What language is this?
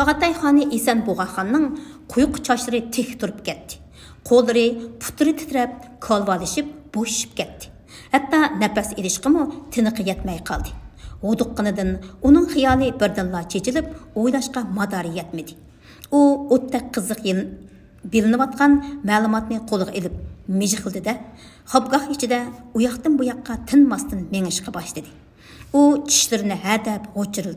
Uyghur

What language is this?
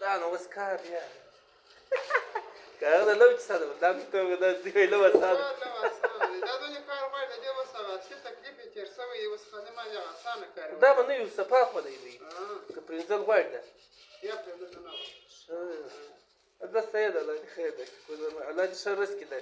Pashto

